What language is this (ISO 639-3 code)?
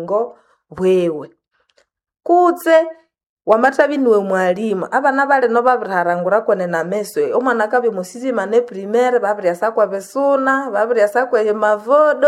nnb